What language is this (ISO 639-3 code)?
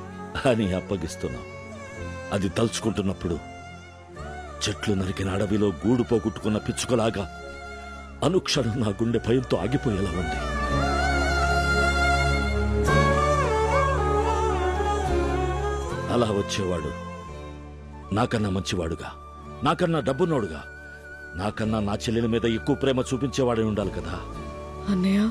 tel